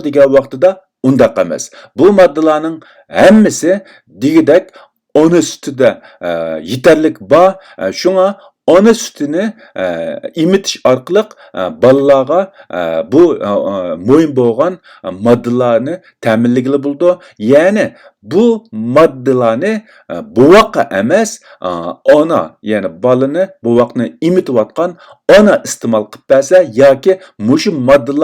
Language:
Uyghur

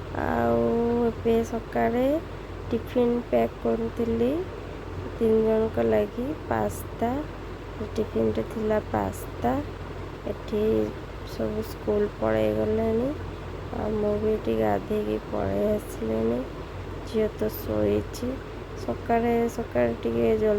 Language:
Odia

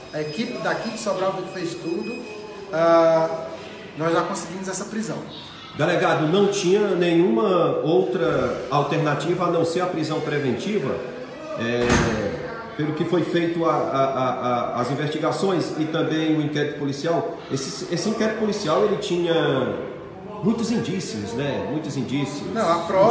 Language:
Portuguese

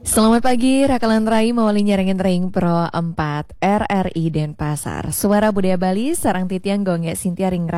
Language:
Balinese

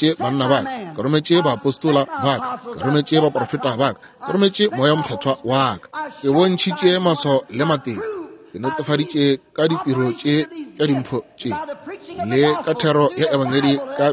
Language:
Northern Sotho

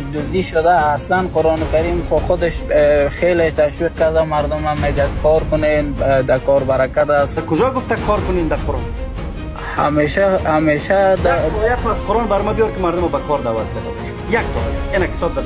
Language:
Persian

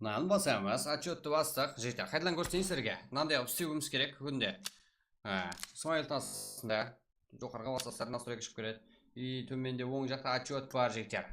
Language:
Kara-Kalpak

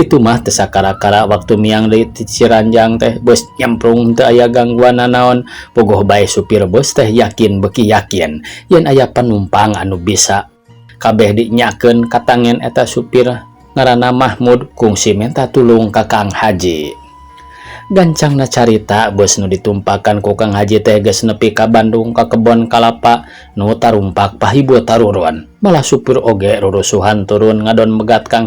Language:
Sundanese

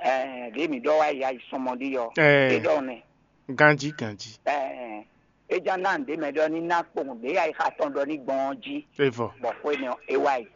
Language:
Fon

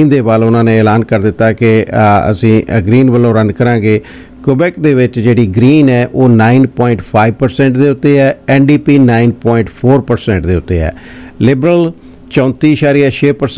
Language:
Punjabi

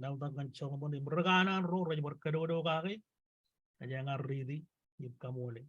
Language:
Marshallese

